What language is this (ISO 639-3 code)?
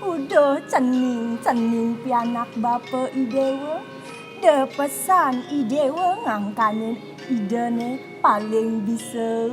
ban